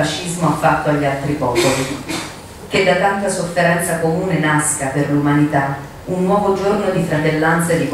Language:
Italian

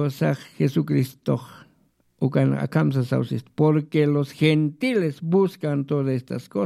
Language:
Aymara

